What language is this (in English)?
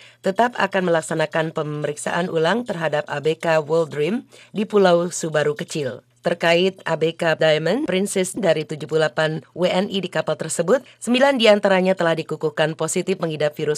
Indonesian